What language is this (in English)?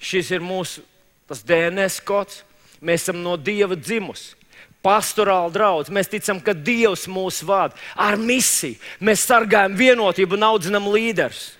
Latvian